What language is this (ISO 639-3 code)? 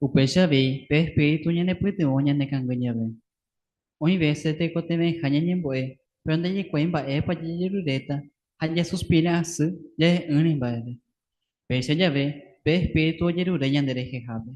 grn